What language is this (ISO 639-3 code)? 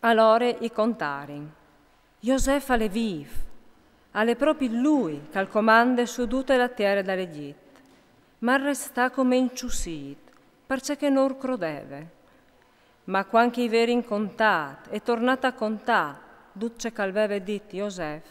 fur